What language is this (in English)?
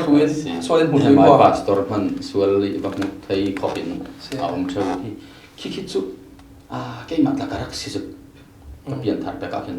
Falam Chin